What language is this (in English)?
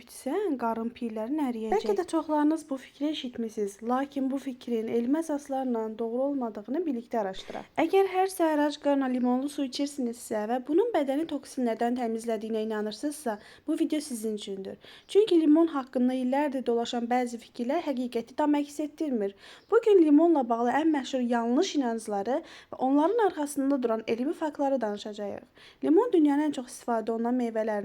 Azerbaijani